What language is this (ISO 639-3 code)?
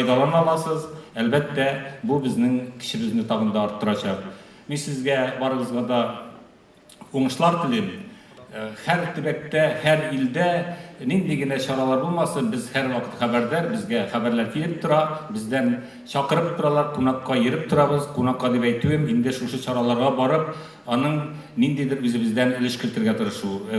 tat